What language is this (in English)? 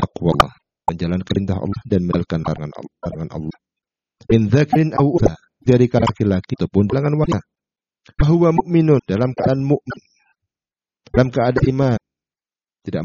Indonesian